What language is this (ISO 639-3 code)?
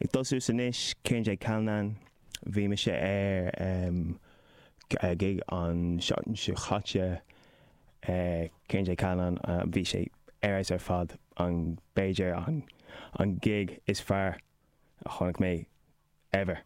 gle